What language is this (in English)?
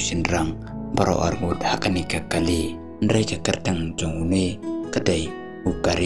Khasi